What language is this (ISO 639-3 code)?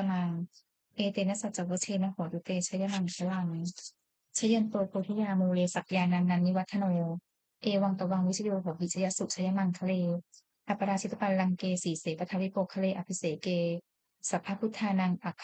pli